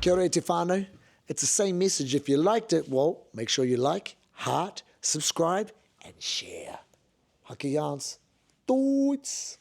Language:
Māori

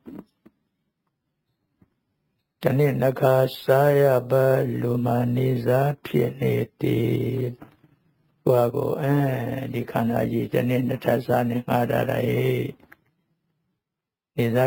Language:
Burmese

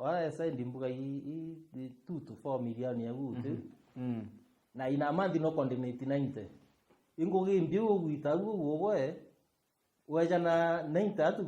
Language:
Meru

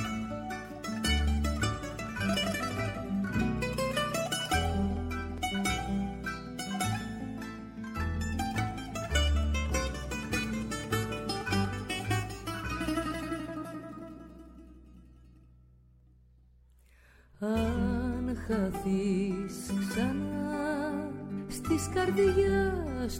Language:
Greek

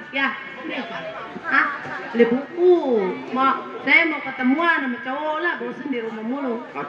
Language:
Betawi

